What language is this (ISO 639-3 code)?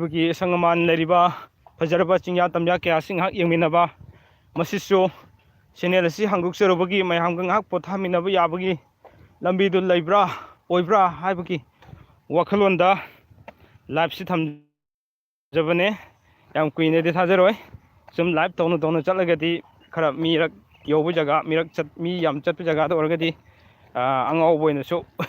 mni